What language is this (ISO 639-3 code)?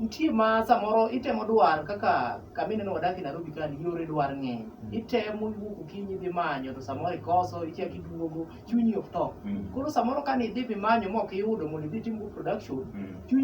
luo